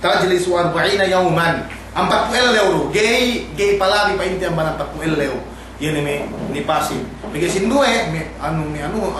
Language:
Yakan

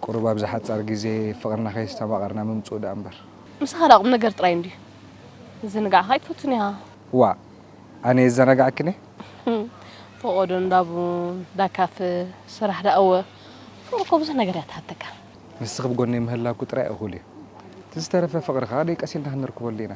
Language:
Tigrinya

